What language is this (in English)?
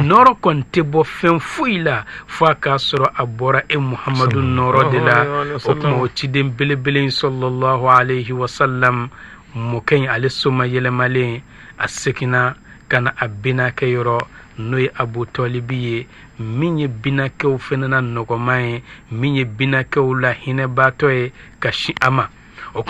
Bambara